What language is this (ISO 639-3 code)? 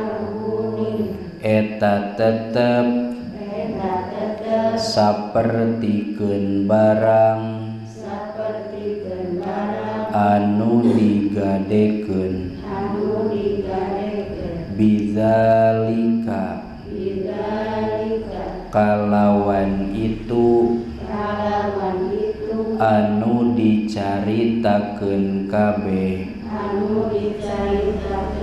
sun